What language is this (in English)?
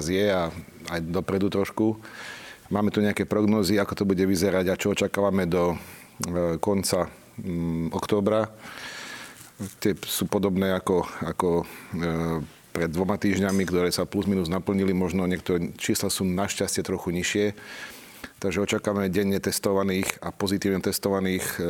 Slovak